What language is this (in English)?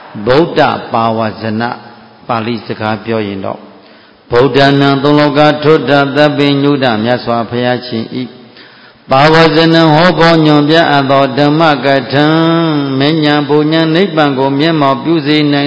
Burmese